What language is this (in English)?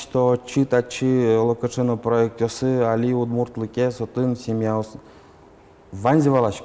Udmurt